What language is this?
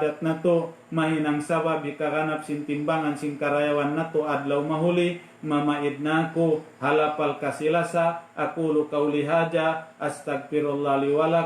Tausug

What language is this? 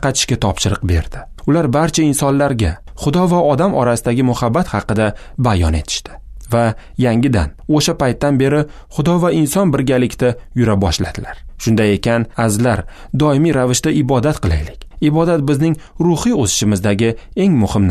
Uzbek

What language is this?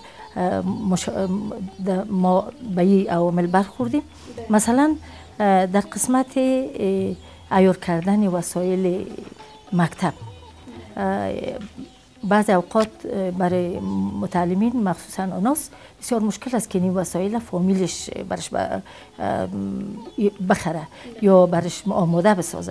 Persian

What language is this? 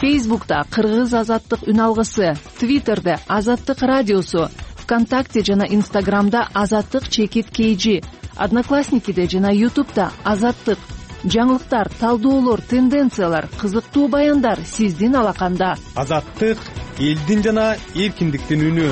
Kyrgyz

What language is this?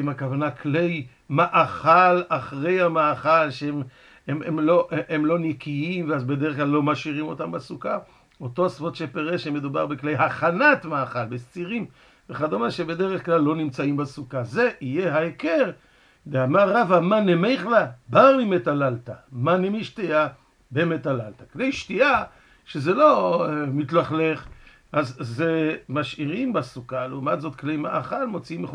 Hebrew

